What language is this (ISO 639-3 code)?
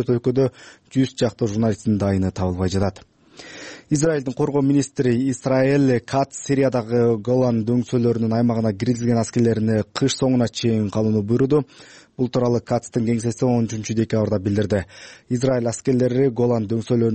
kir